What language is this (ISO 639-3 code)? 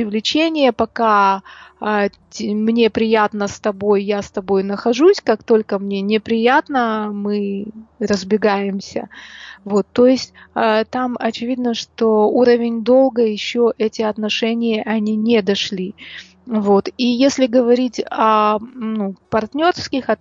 rus